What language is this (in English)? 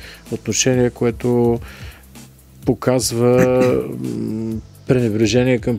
Bulgarian